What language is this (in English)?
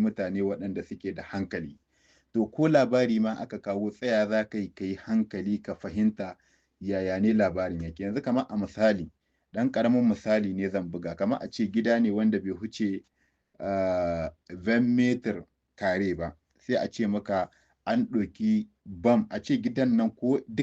Hausa